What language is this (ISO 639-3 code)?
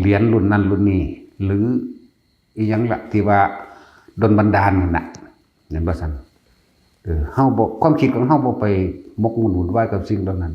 lao